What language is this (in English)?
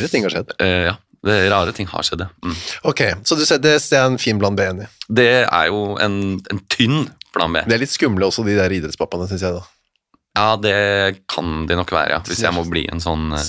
Norwegian